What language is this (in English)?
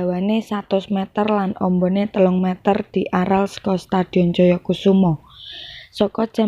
Javanese